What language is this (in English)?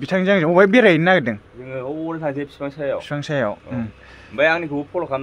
Bodo